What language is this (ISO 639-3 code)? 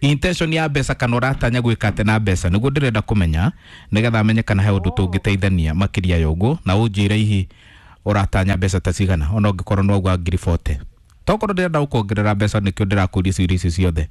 kik